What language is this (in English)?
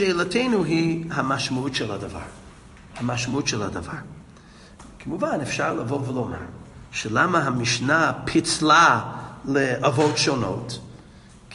Hebrew